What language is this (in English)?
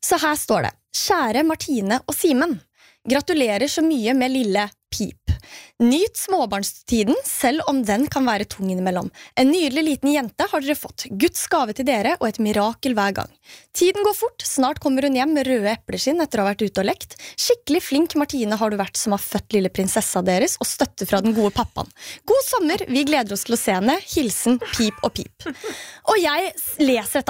Norwegian